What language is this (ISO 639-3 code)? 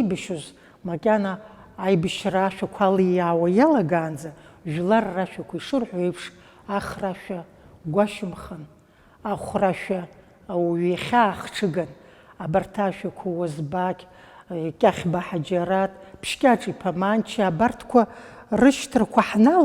abk